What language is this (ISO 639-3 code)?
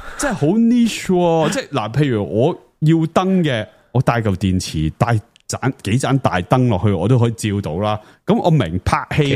yue